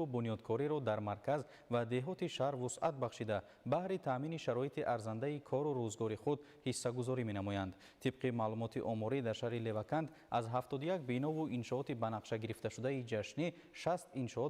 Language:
Tajik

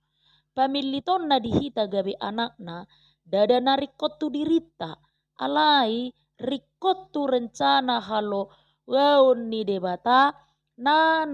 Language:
Batak Toba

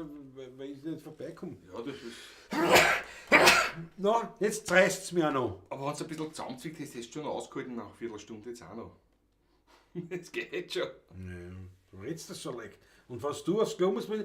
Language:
Bavarian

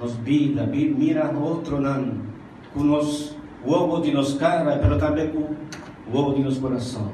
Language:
Papiamento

